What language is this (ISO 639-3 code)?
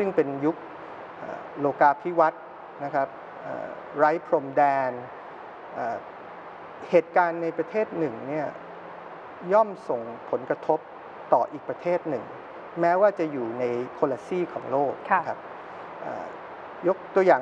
tha